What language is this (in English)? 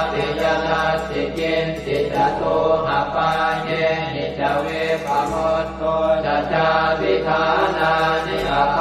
Pali